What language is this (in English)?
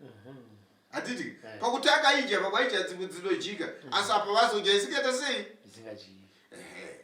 Shona